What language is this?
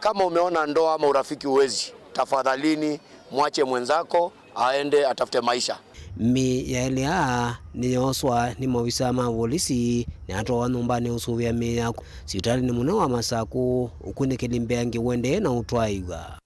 Kamba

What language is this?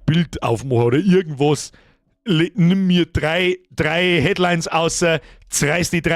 Bavarian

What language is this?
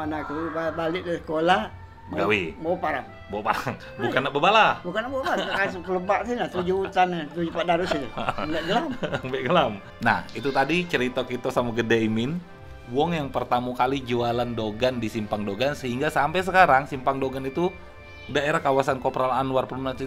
Musi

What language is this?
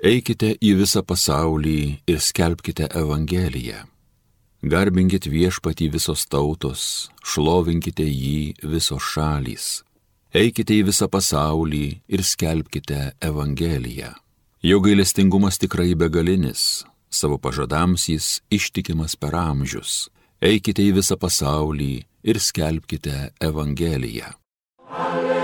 Lithuanian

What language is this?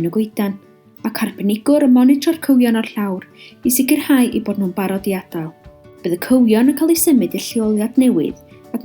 Welsh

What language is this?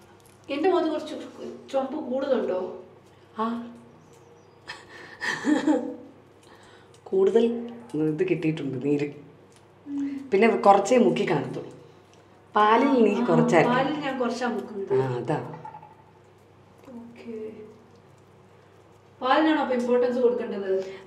Malayalam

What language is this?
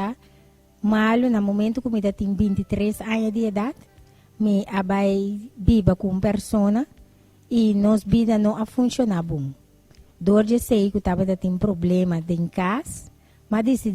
Papiamento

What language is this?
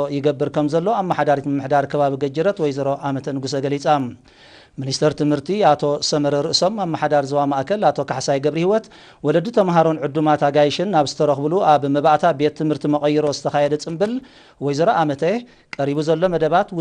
Tigrinya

